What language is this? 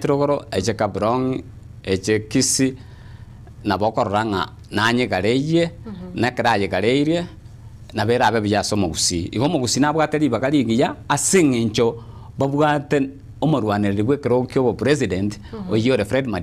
Gusii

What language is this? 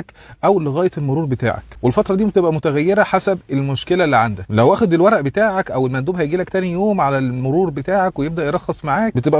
Egyptian Arabic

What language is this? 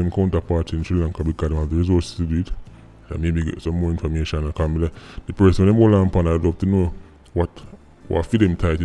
Jamaican Creole English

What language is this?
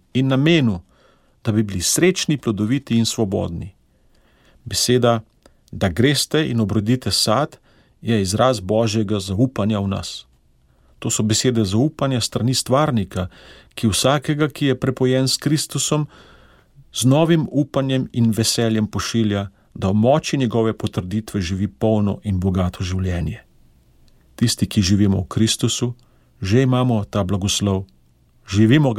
Slovenian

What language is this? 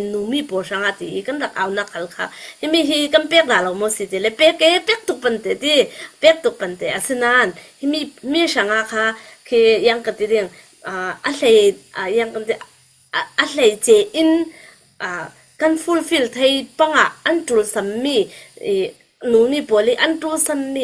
Falam Chin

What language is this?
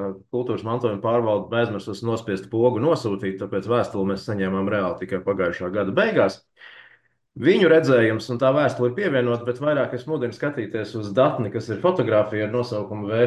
Latvian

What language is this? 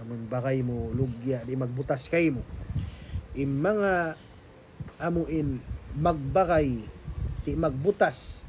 Tausug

